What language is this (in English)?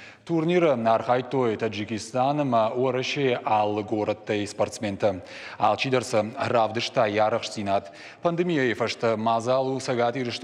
Ossetic